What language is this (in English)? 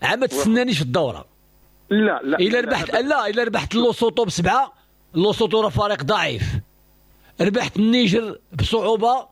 Moroccan Arabic